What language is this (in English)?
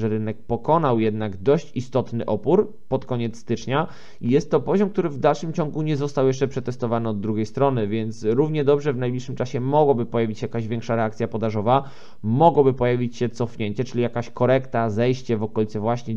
Polish